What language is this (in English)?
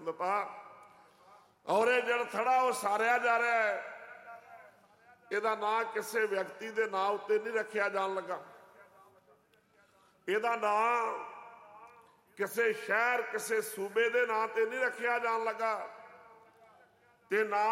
Punjabi